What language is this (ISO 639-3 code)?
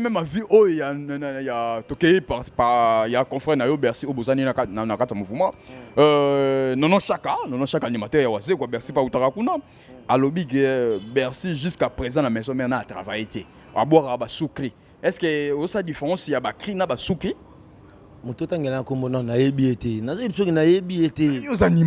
lin